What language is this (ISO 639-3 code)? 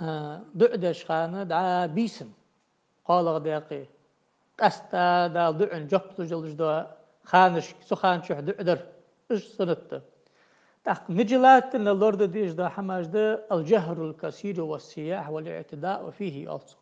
inh